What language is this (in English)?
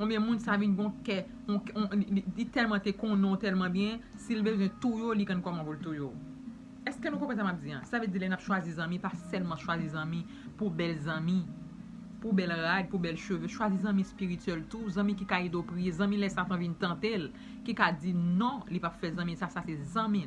Haitian Creole